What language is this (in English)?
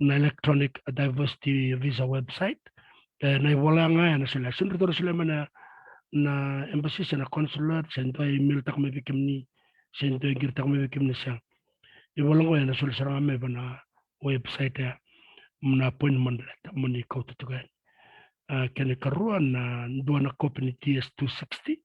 Fijian